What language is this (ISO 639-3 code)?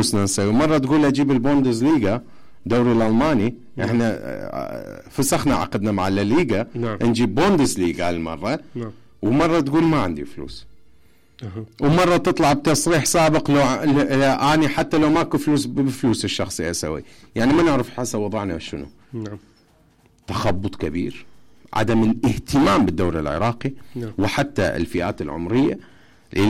acm